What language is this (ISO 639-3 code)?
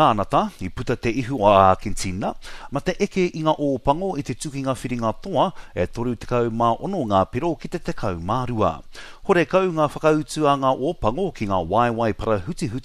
mri